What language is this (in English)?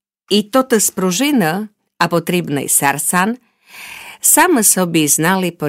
Rusyn